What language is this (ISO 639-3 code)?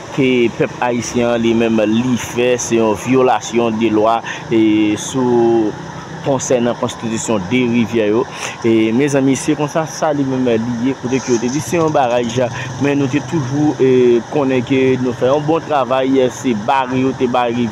hat